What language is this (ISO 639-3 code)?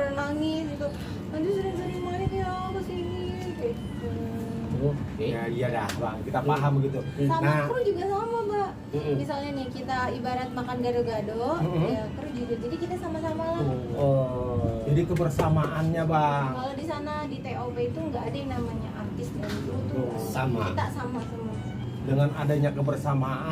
bew